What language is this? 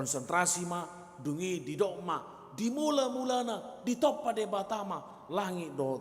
Batak Toba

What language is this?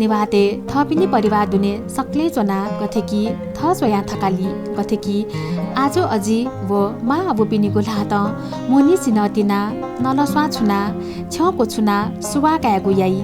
Newari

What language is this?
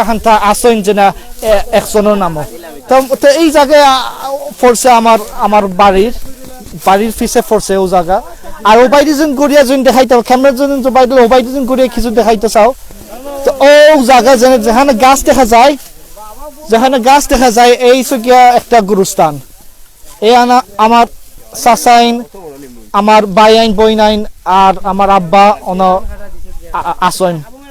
Sylheti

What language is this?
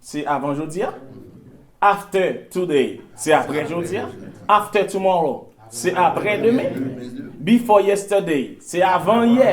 Haitian Creole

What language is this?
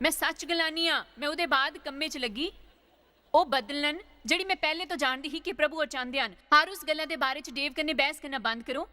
Dogri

